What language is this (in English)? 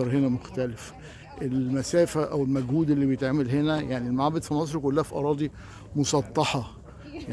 Egyptian Arabic